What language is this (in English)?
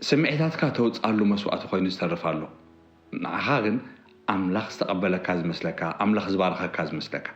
Tigrinya